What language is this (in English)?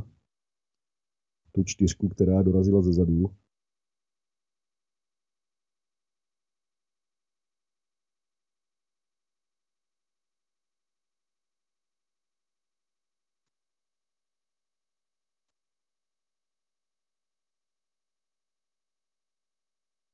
Czech